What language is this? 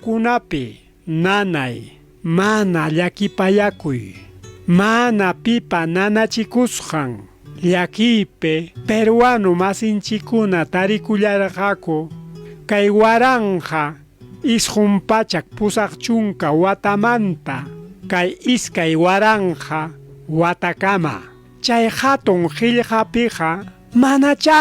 Ayacucho Quechua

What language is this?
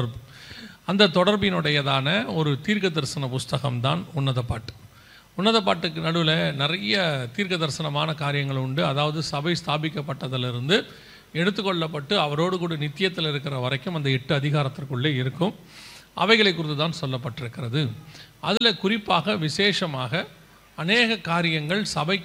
Tamil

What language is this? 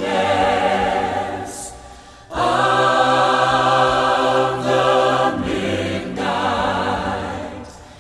Paite Chin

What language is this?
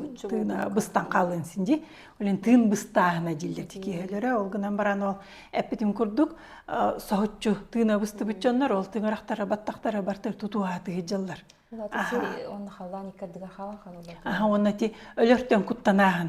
Yakut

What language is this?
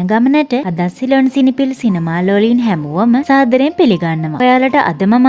Sinhala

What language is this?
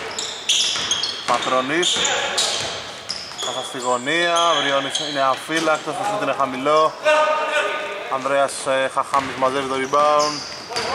Greek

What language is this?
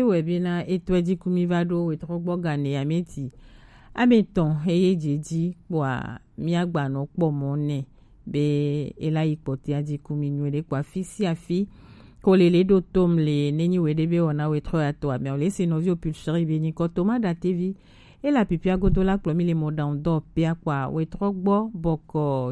Gen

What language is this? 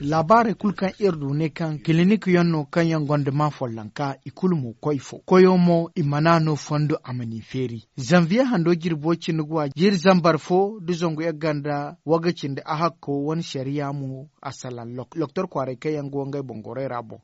Zarma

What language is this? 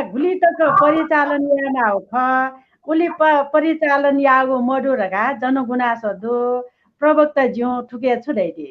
Newari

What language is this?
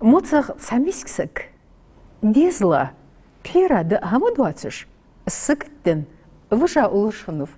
Ingush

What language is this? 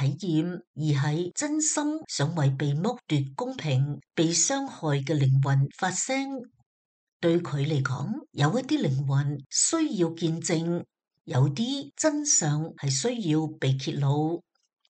Cantonese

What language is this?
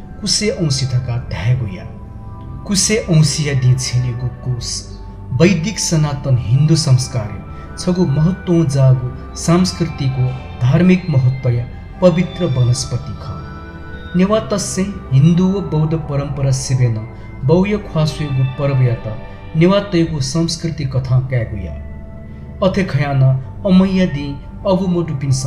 Newari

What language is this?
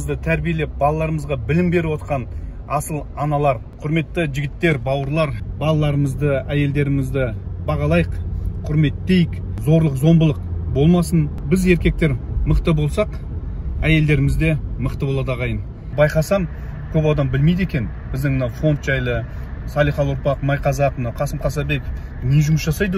Kazakh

